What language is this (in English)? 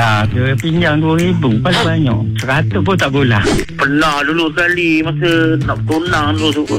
Malay